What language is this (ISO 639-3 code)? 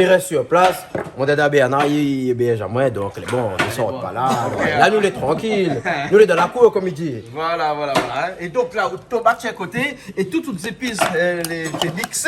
rcf